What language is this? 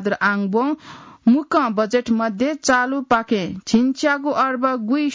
Newari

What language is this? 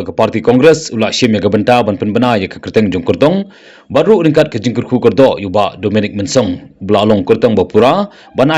Khasi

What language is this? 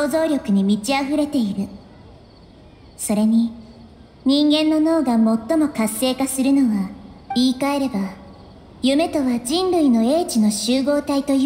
Japanese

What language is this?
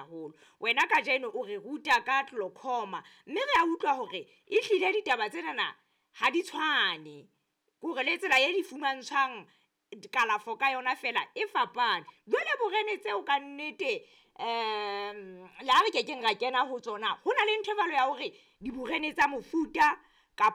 Southern Sotho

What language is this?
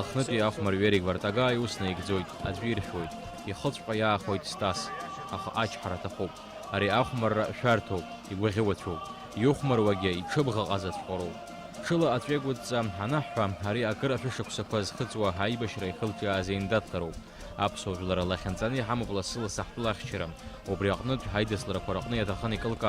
Abkhazian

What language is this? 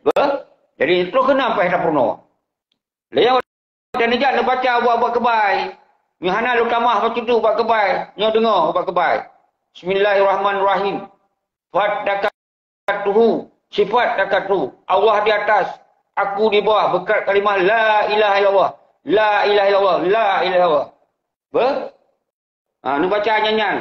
Achinese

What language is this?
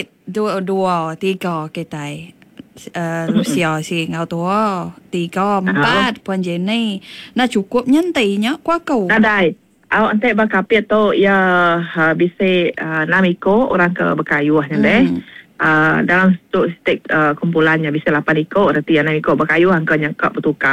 Iban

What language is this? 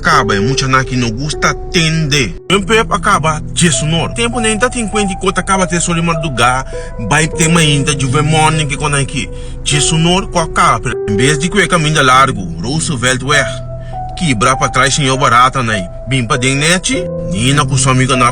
Papiamento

